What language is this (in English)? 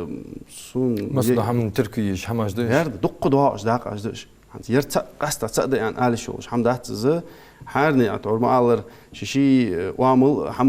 Ingush